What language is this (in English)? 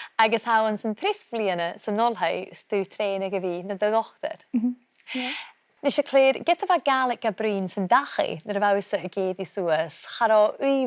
Scottish Gaelic